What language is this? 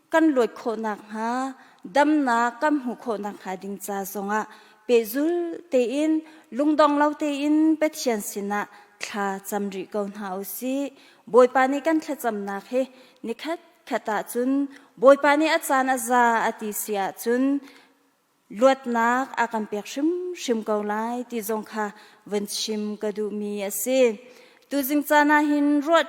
Hakha Chin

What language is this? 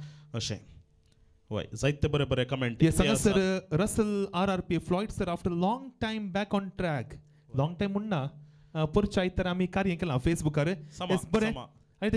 Konkani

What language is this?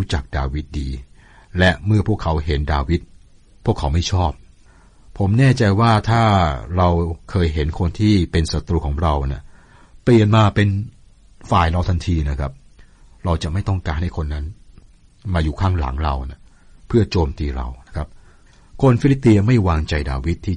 Thai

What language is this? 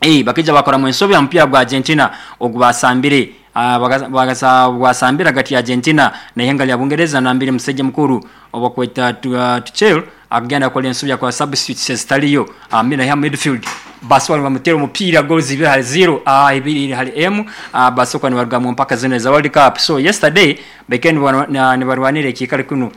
Nyoro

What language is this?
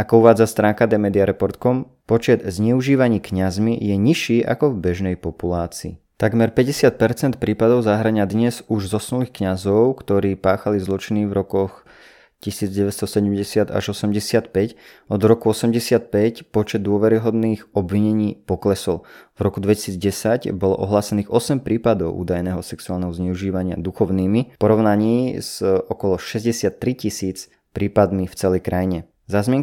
Slovak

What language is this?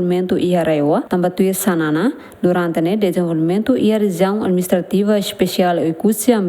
Tetum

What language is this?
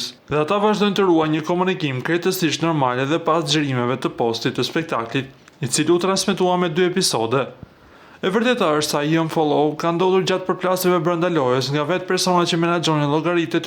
Albanian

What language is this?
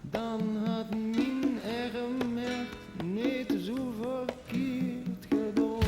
Limburgish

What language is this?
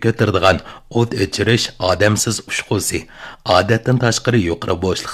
Uyghur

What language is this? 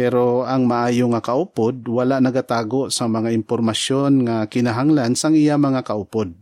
Hiligaynon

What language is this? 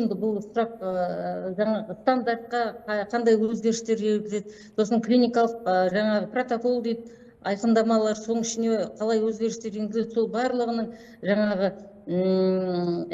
Kazakh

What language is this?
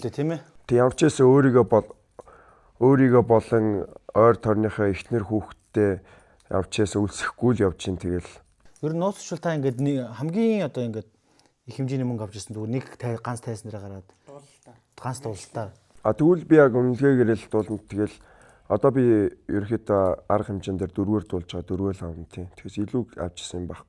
Mongolian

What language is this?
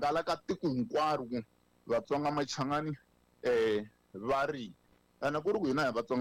Tsonga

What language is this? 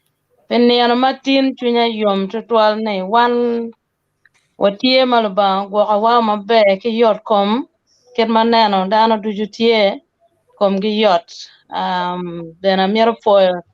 Acoli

